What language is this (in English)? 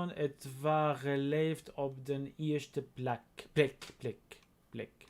North Levantine Arabic